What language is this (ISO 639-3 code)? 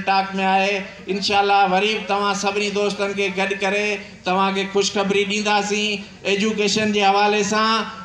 snd